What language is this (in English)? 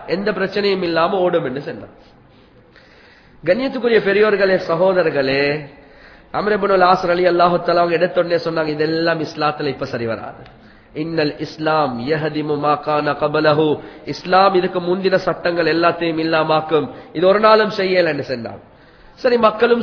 Tamil